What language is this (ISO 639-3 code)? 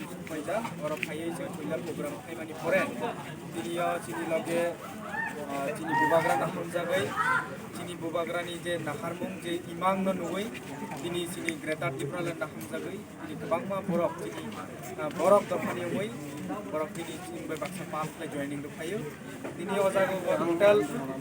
trp